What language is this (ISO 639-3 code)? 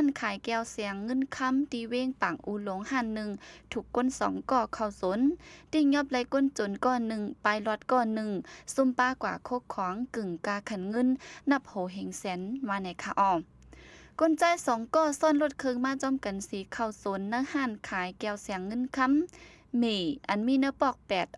shn